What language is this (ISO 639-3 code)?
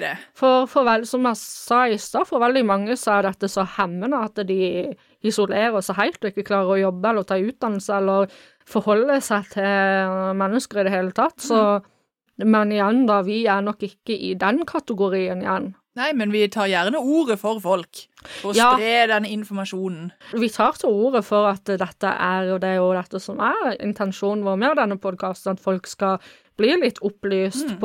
nor